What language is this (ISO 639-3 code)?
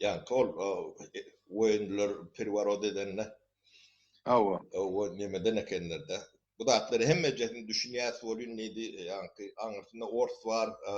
tuk